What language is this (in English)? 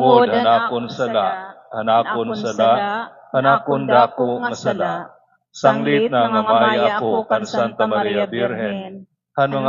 Waray